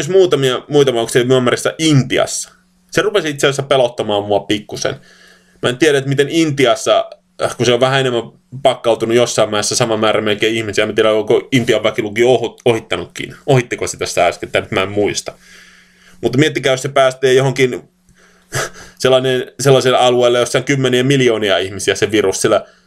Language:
Finnish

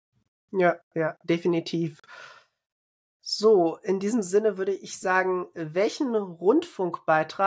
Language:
German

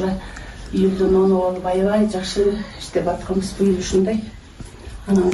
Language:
Kyrgyz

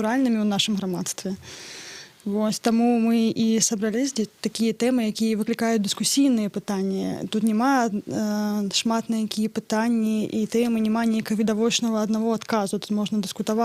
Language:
Belarusian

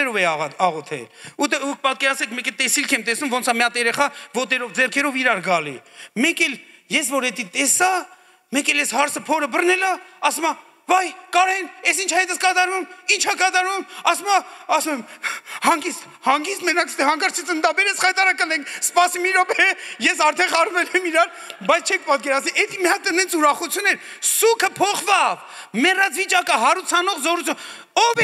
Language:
Armenian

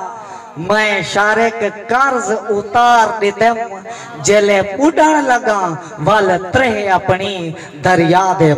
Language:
Saraiki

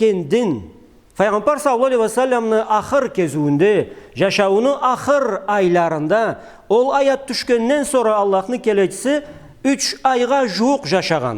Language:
Karachay-Balkar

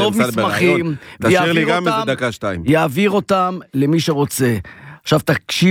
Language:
Hebrew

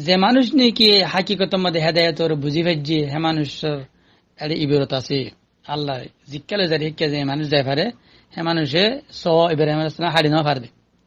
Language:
Rohingya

